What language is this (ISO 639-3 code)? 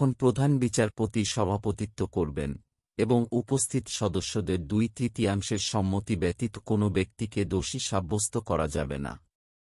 ben